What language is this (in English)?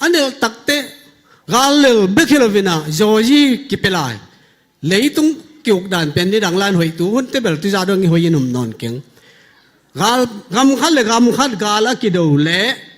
Tedim Chin